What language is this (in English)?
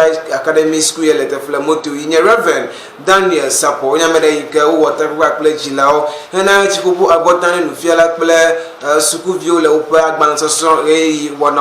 Ewe